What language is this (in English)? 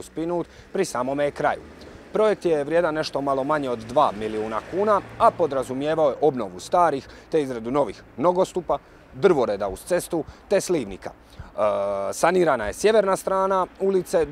Croatian